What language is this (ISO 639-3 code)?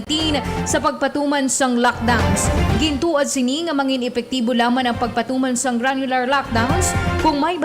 hil